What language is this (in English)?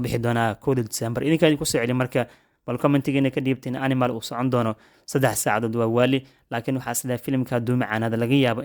Somali